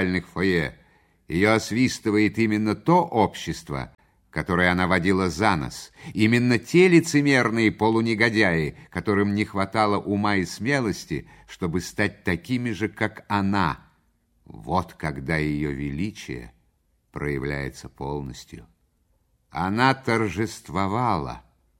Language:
Russian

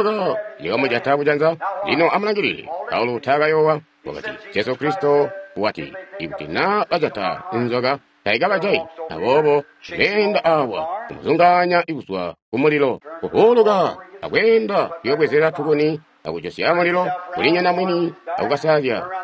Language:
Tonga (Zambia)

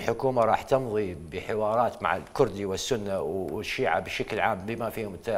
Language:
Mesopotamian Arabic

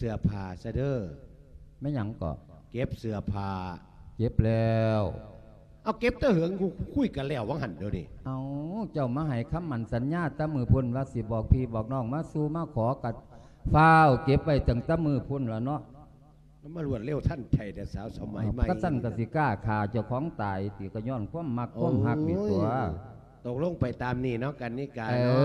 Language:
Lao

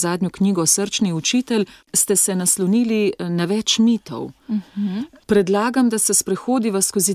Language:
Slovenian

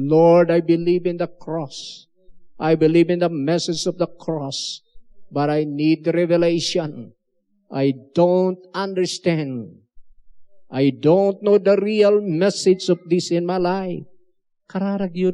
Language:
Iloko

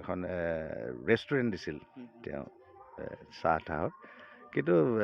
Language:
Assamese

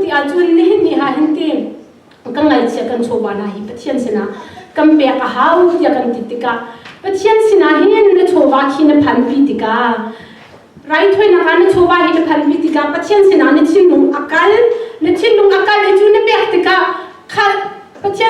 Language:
Hakha Chin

